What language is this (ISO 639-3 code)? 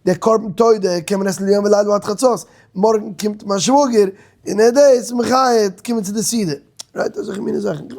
yid